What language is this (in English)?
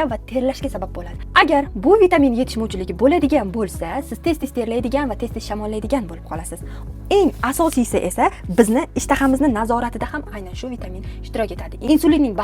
Uzbek